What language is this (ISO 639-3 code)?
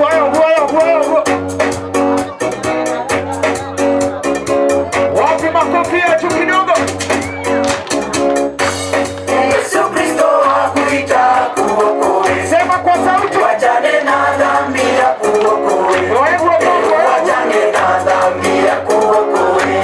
kik